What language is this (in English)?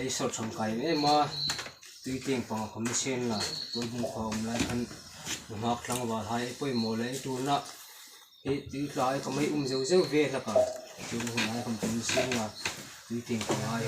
Hmar